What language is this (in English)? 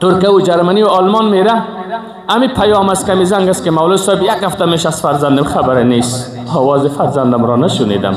Persian